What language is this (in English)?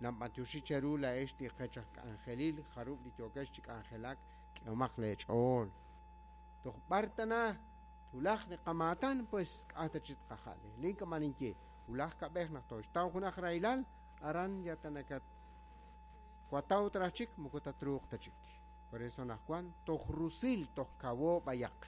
Kekchí